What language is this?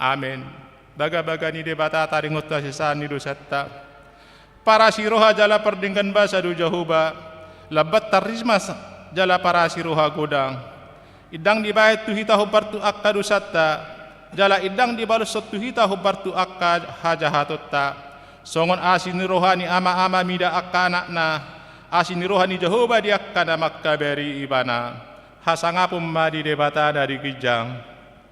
Batak Toba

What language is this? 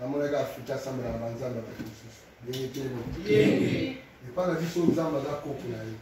Lingala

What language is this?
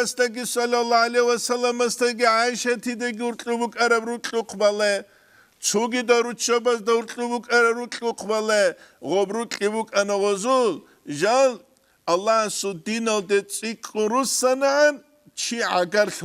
Avaric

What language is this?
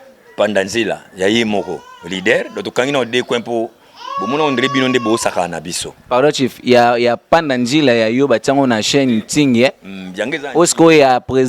Lingala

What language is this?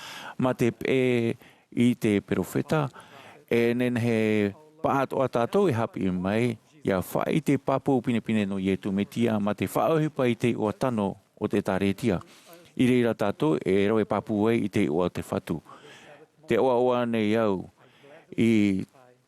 Tahitian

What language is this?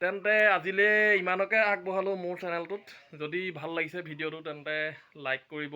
Assamese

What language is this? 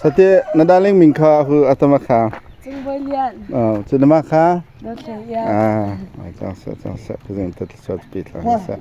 Hakha Chin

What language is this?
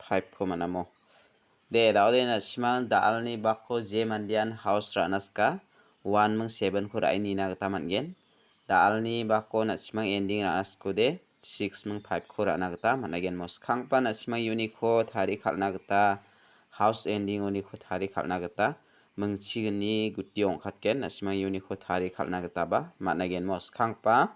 Garo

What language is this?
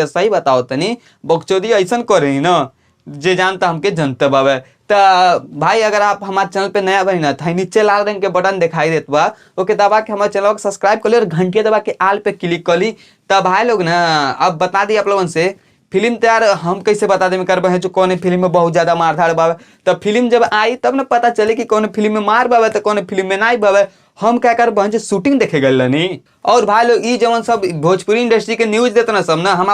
Bhojpuri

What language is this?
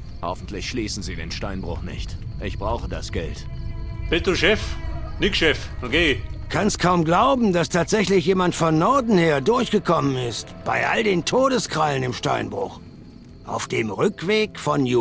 Bavarian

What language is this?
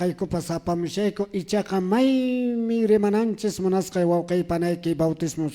Quechua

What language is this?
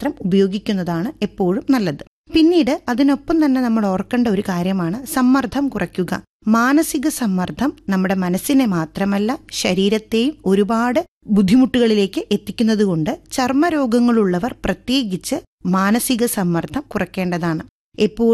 Malayalam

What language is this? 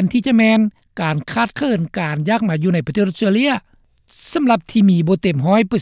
Lao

